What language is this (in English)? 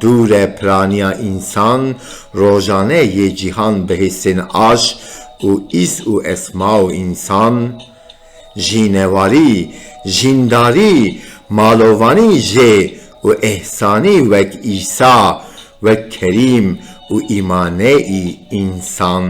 Kurdish